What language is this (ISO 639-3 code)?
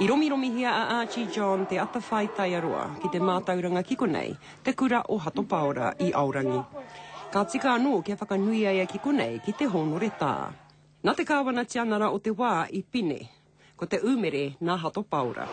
mri